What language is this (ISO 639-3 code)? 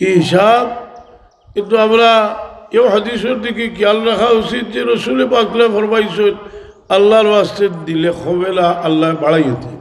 syl